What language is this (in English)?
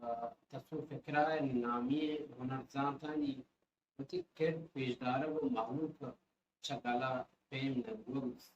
Baluchi